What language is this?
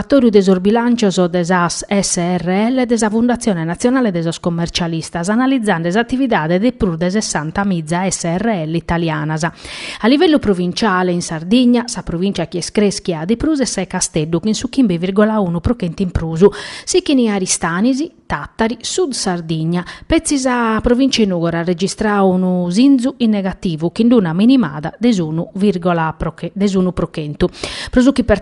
Sardinian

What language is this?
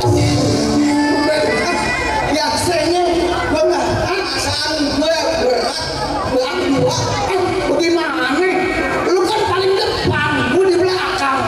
Betawi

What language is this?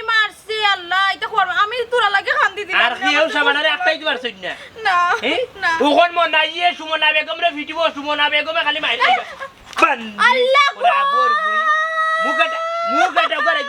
Sylheti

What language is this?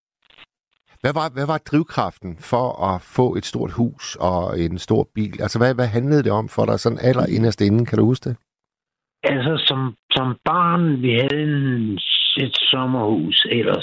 Danish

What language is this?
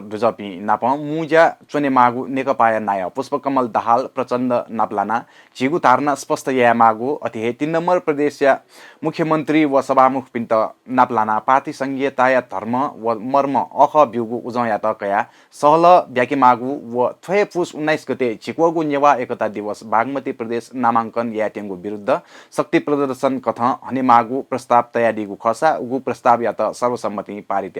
Newari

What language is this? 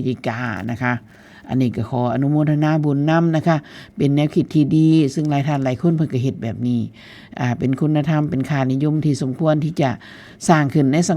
Northeastern Thai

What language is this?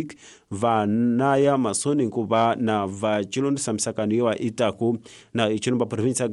Tsonga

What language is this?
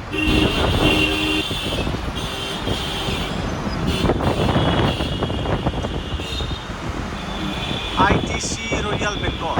Paite Chin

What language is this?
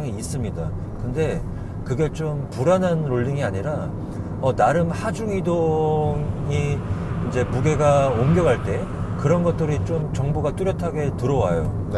Korean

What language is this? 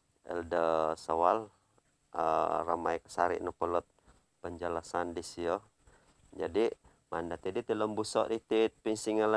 Central Dusun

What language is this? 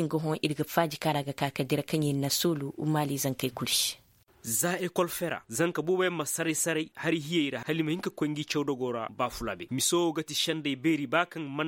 Koyraboro Senni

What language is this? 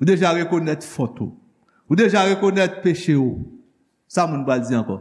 Haitian Creole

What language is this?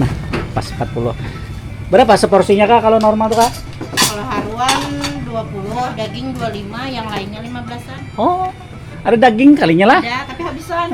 Banjar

